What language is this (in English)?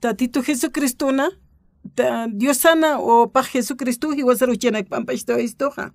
Aymara